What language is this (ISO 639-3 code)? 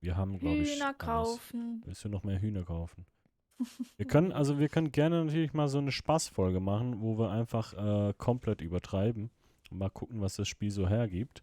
gsw